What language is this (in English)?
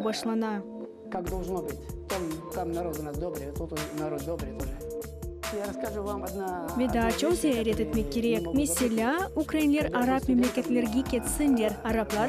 Crimean Tatar